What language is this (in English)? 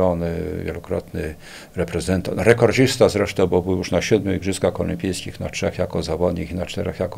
Polish